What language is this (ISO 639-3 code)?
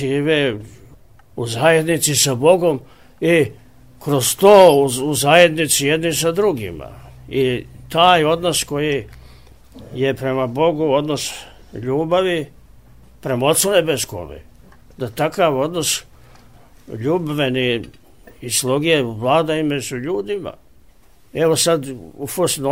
srp